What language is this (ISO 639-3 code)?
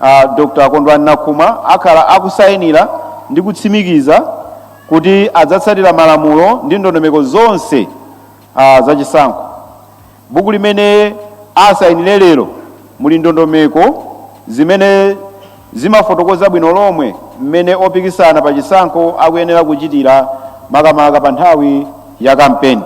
nya